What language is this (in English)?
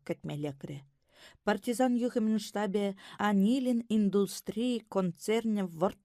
Chuvash